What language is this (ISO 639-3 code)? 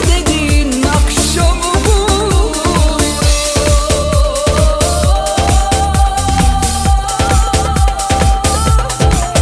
tur